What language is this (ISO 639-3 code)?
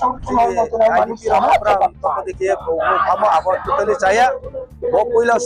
ria